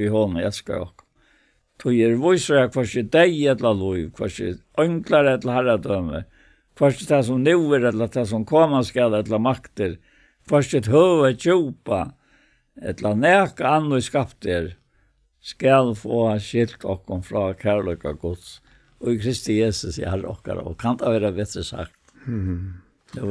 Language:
Faroese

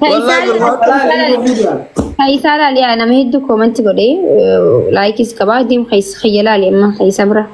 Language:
Oromo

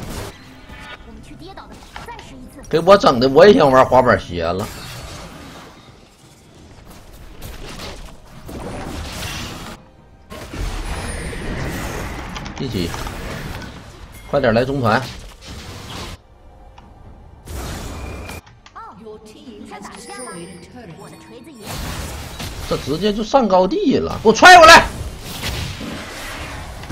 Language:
Chinese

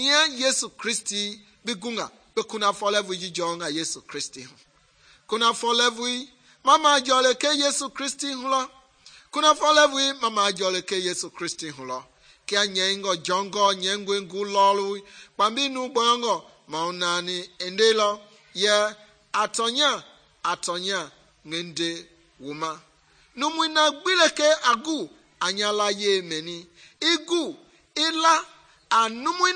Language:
Mende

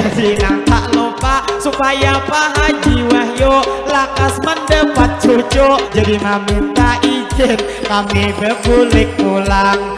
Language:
Banjar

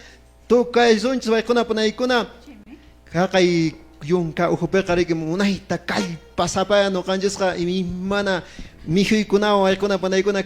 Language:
Quechua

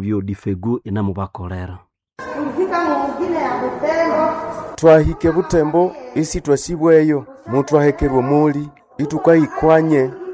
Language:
Nande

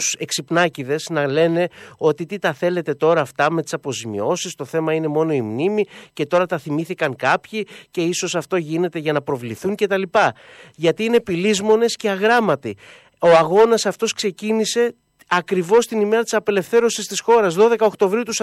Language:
Greek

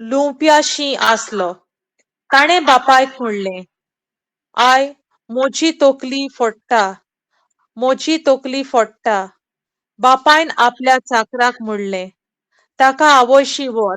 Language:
Konkani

